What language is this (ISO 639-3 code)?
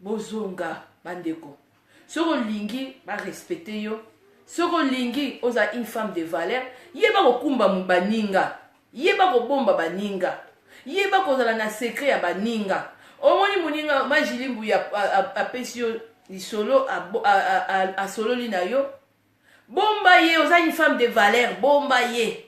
lin